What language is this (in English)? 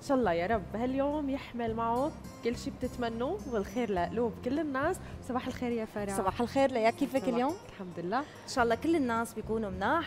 North Levantine Arabic